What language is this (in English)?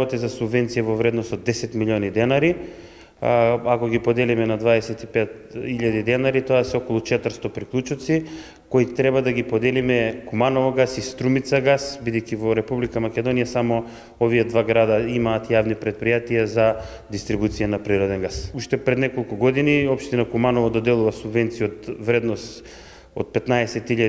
Macedonian